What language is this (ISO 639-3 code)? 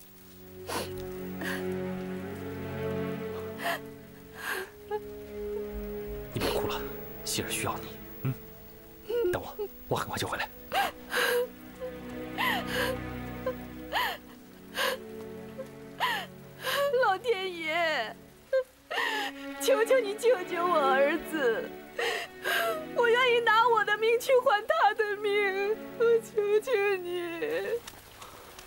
zho